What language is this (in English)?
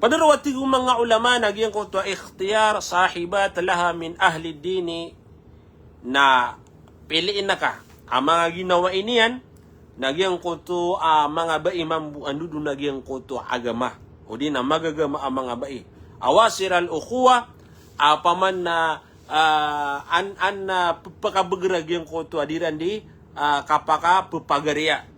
Maranao